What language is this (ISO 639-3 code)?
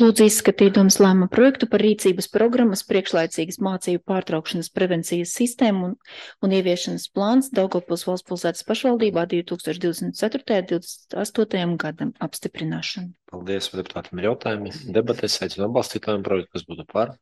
lav